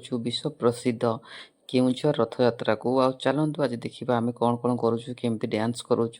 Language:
Odia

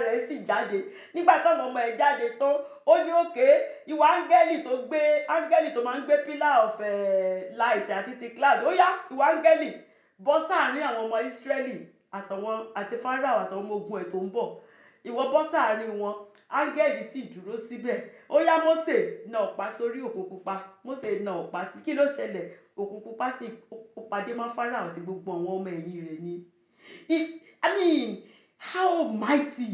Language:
Yoruba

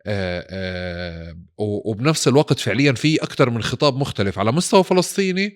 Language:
North Levantine Arabic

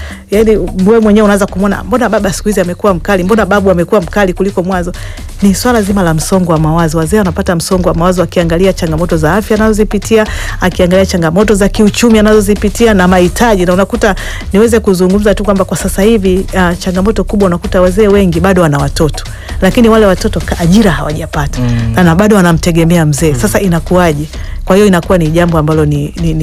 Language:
Swahili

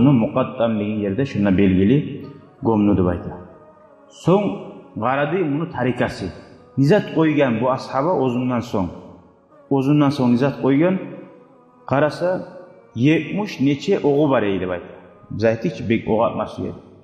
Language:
Kumyk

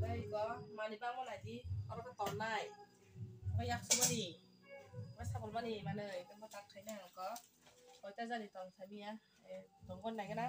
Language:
Kok Borok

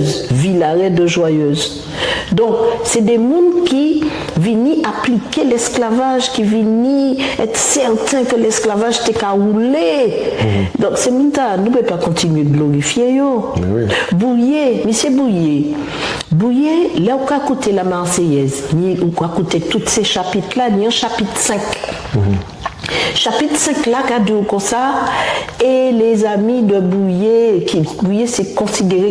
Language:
Guadeloupean Creole French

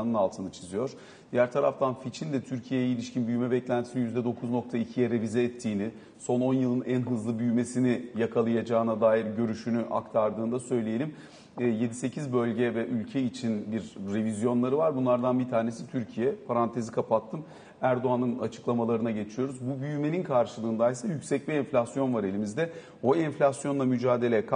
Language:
Turkish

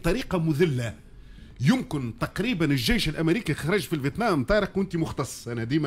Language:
Tunisian Arabic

